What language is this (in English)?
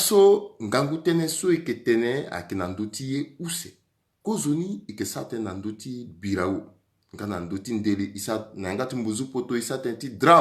Sango